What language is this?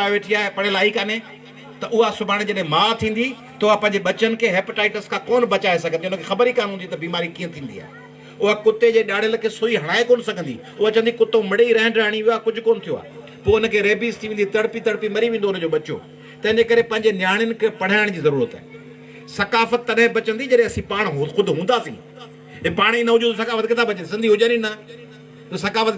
Sindhi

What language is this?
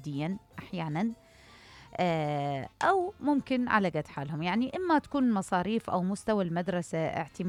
Mesopotamian Arabic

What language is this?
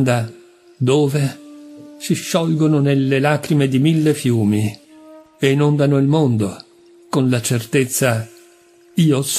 Italian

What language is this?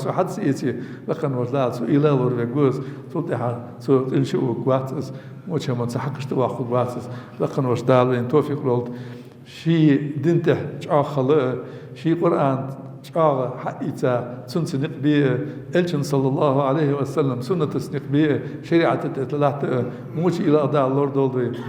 Ingush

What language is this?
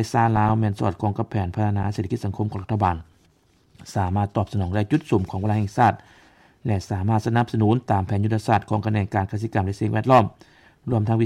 Lao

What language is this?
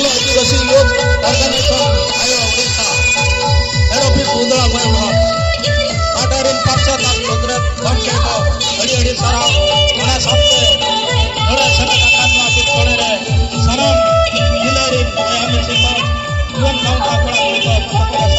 Santali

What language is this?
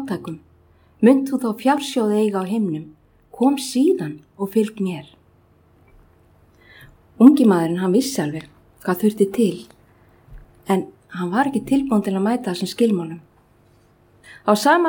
Icelandic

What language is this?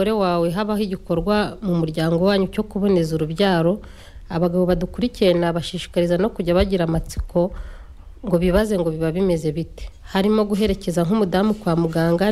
Kinyarwanda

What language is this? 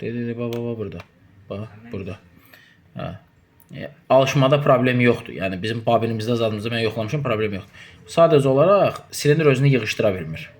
Azerbaijani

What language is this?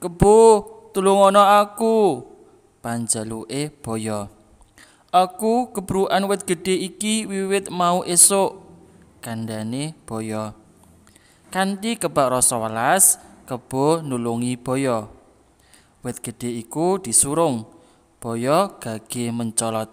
Javanese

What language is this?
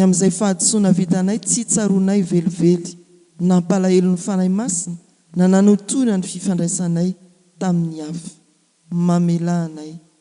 Malagasy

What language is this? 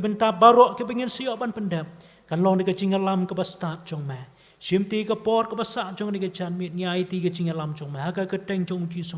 Khasi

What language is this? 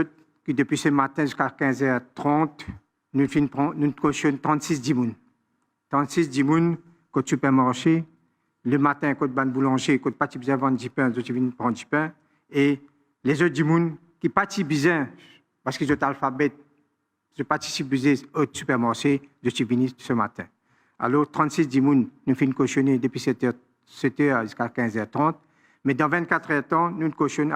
Morisyen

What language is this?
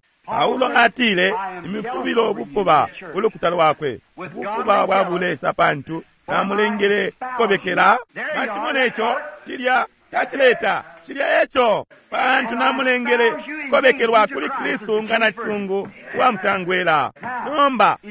Bemba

